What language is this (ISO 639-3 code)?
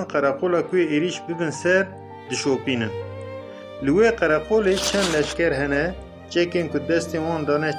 kur